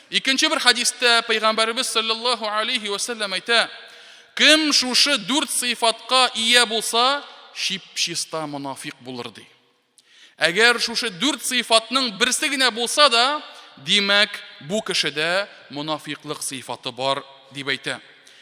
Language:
Tatar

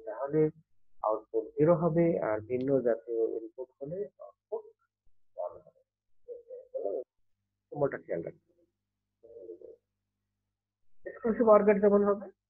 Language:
Bangla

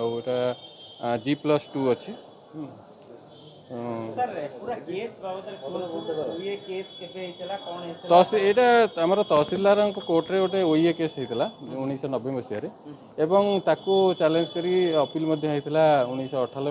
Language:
Odia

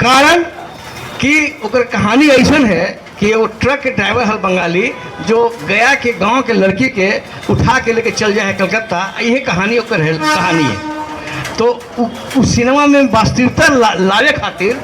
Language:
Magahi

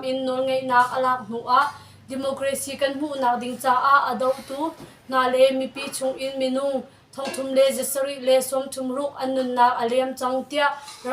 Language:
Hakha Chin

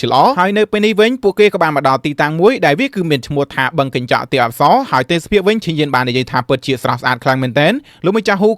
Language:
Khmer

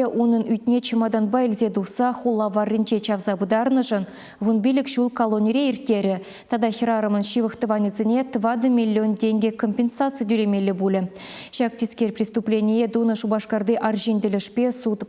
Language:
Chuvash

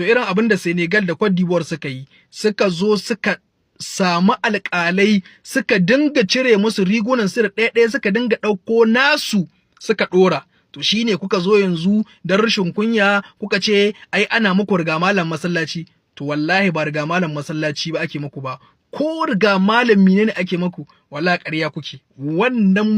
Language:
Hausa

